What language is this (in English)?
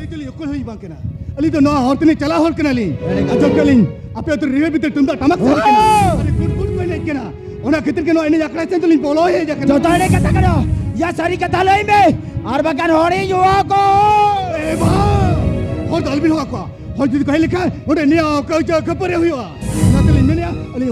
Santali